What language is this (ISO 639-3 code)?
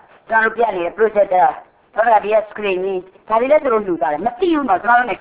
mya